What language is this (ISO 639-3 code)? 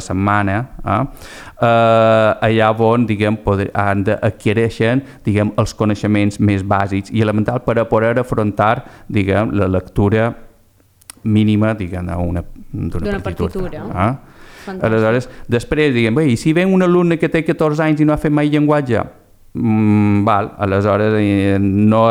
cat